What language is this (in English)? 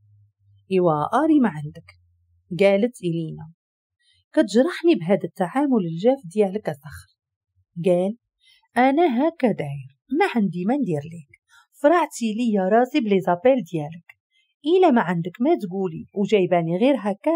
Moroccan Arabic